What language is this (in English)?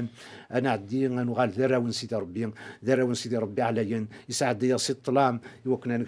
Kabyle